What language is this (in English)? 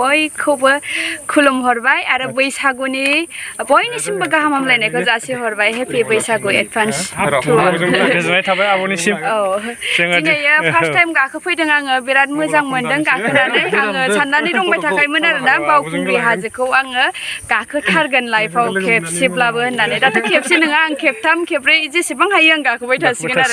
Bodo